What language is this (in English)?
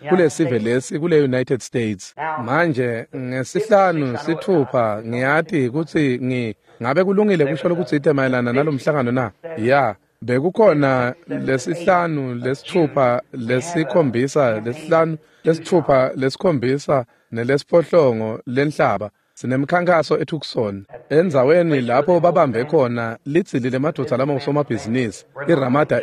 Swati